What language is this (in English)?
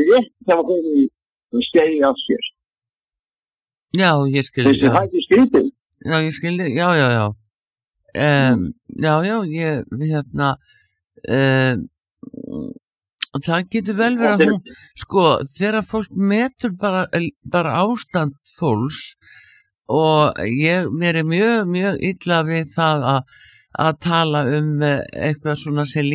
Icelandic